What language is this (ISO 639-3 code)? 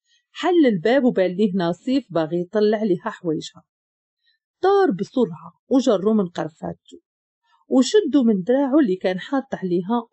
ary